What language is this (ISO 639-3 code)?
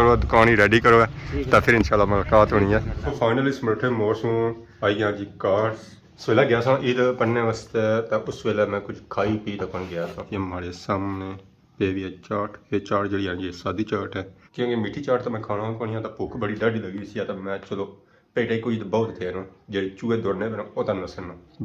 phr